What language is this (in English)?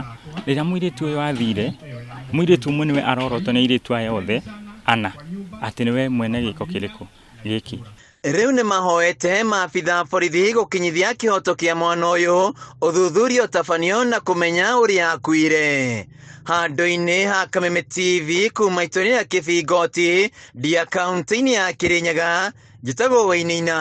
Kikuyu